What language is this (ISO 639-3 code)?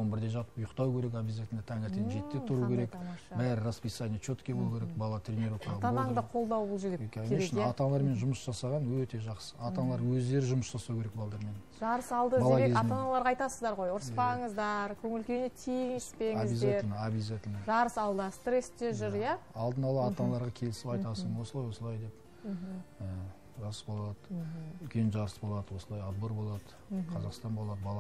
kaz